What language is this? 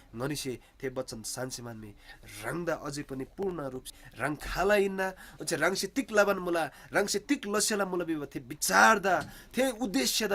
Eastern Tamang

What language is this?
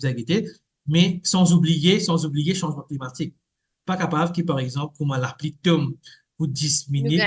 Morisyen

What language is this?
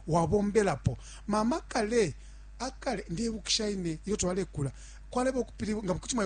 Bemba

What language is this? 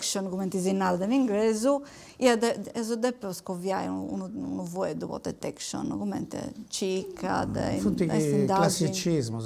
Sardinian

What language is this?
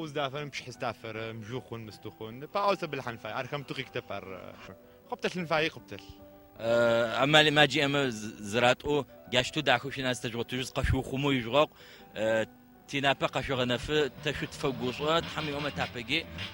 Adyghe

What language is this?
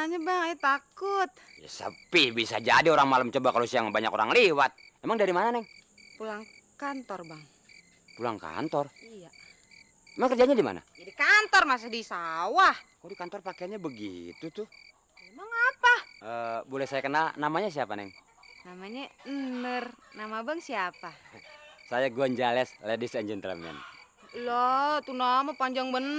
Betawi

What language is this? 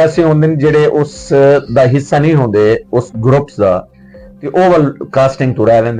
Western Panjabi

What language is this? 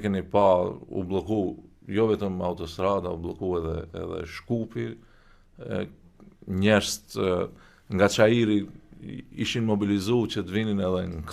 Albanian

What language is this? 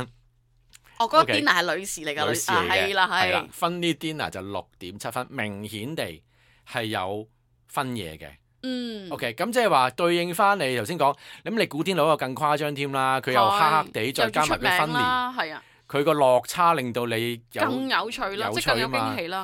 Cantonese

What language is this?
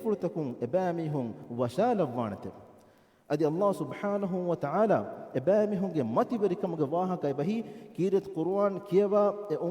Divehi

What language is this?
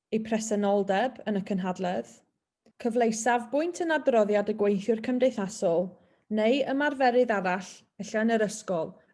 Welsh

